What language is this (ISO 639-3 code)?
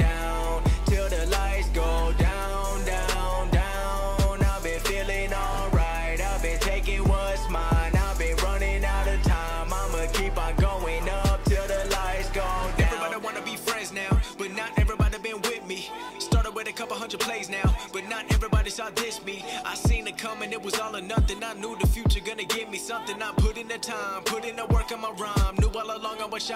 eng